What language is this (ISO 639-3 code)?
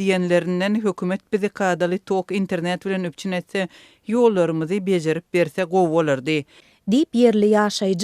tuk